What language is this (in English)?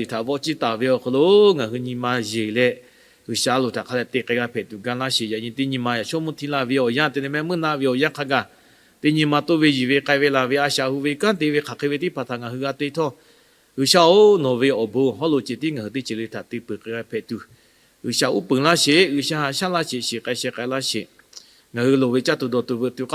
Lahu